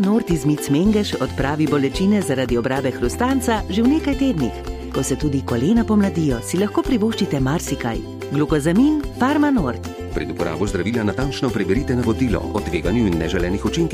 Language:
Slovenian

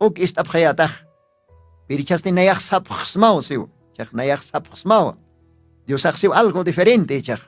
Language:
Aymara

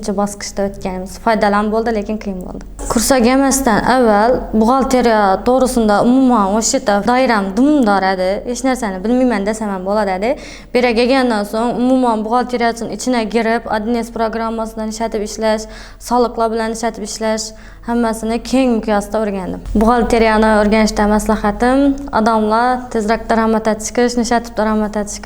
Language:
Uzbek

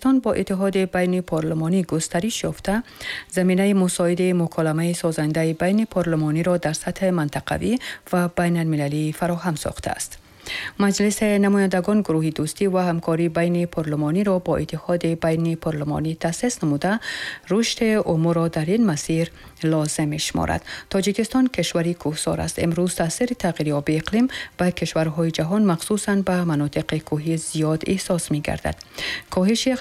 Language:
Tajik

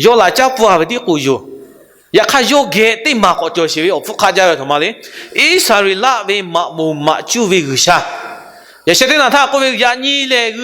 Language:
Lahu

